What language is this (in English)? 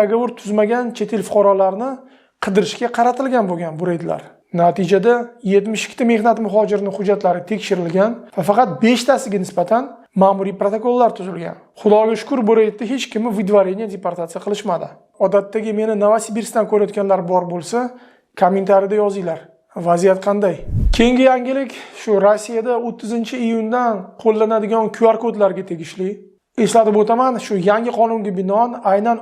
Uzbek